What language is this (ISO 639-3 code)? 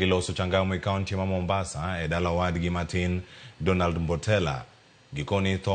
luo